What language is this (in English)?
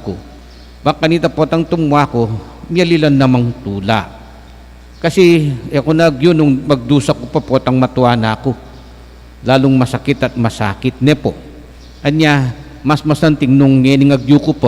Pampanga